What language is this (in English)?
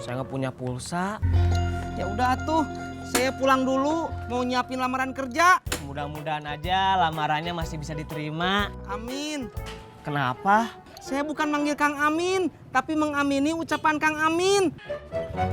Betawi